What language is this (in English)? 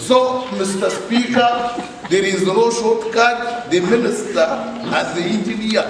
Nyankole